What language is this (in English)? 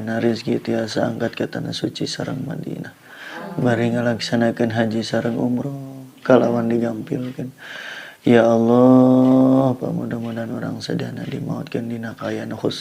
Sundanese